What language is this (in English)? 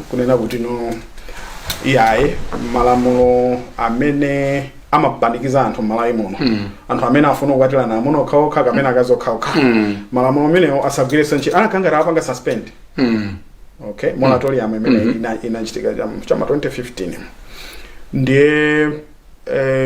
Nyanja